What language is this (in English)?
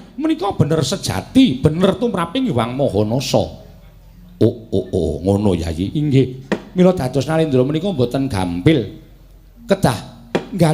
Javanese